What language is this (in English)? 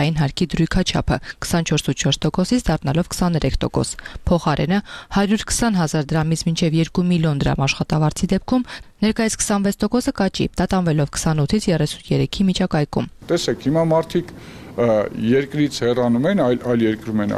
Armenian